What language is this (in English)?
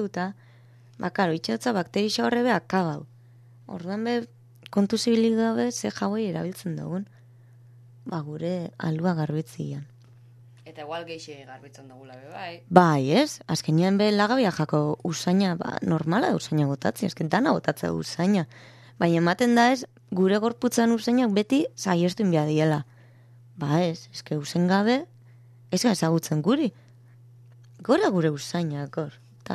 Basque